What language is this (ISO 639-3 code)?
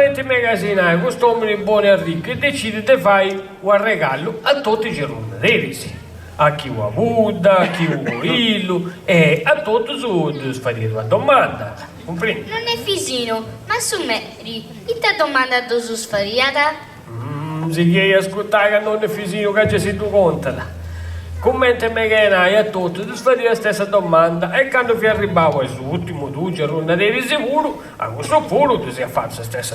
srd